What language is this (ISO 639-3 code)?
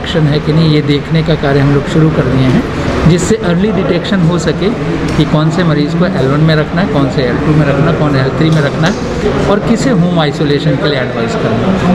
hin